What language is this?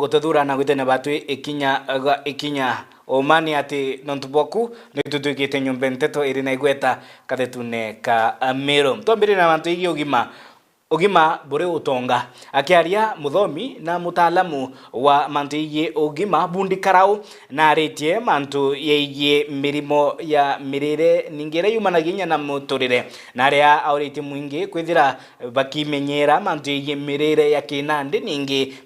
Meru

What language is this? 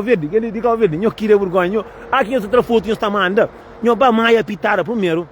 Kabuverdianu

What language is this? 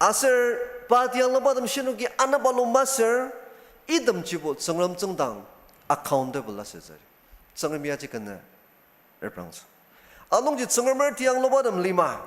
Ao Naga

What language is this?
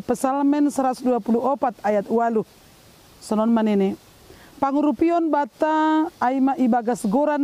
Batak Simalungun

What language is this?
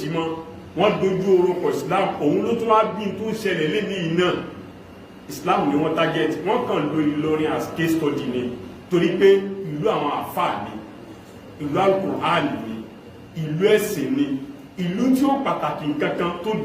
Yoruba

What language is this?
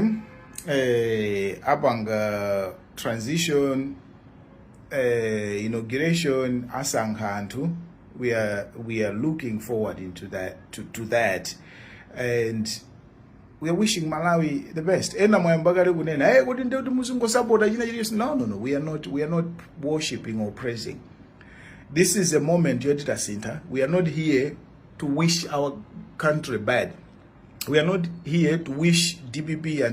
Nyanja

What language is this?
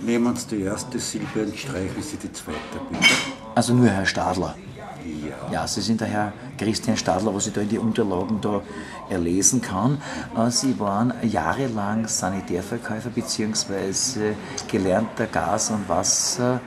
Bavarian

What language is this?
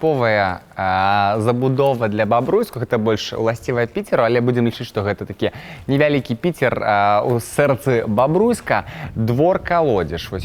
Belarusian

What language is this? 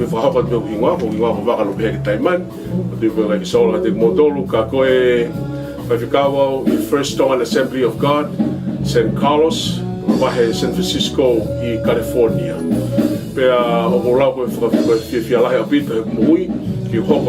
Tongan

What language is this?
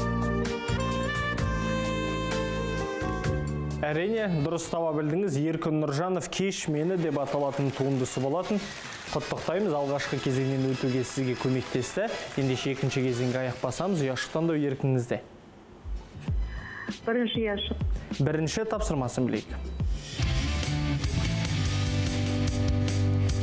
Kazakh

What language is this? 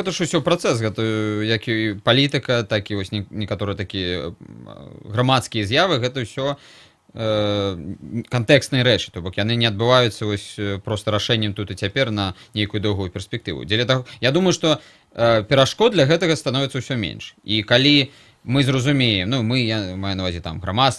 Belarusian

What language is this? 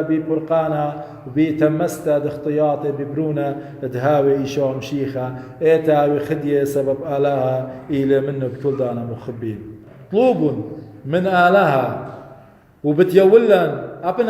Assyrian Neo-Aramaic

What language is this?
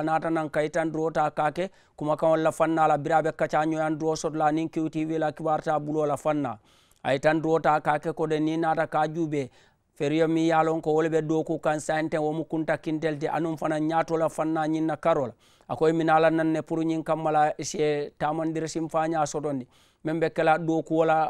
Mandingo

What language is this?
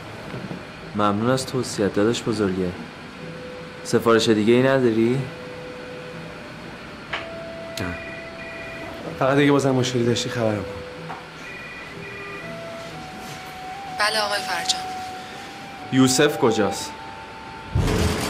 Persian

